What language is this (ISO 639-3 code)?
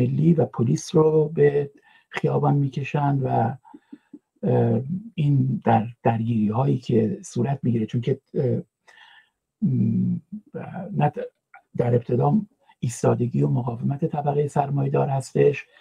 fas